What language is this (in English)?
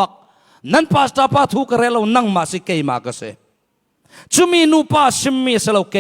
Falam Chin